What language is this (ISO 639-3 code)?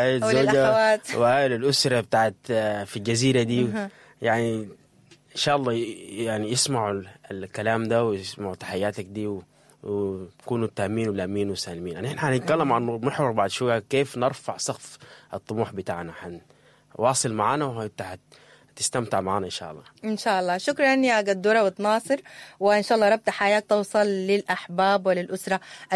apd